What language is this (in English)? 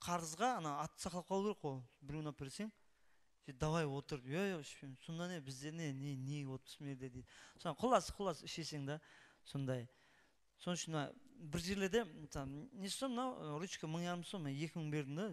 Kara-Kalpak